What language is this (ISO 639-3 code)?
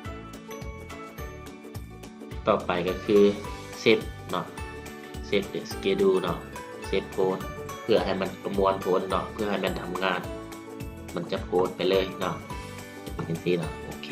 lao